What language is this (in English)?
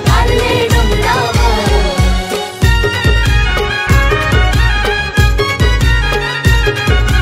Marathi